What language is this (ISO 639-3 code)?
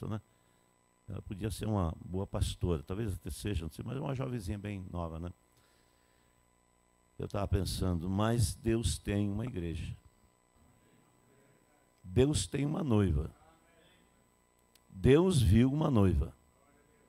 por